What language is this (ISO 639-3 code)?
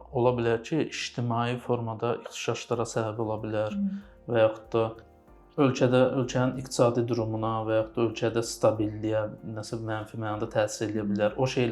aze